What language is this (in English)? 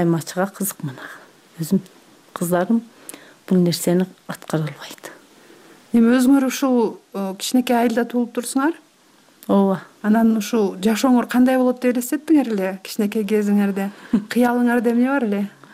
Kyrgyz